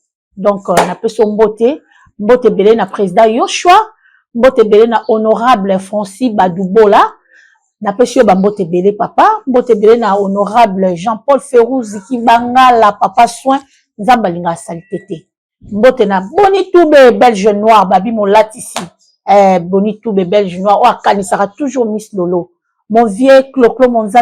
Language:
Lingala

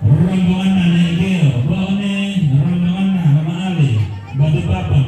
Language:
Toraja-Sa'dan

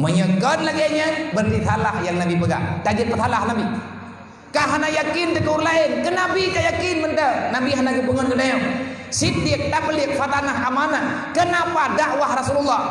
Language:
Achinese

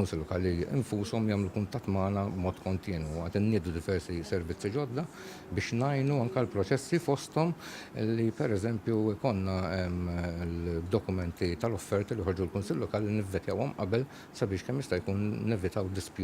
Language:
Maltese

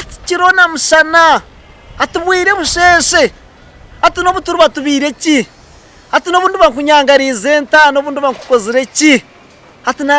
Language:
Nyankole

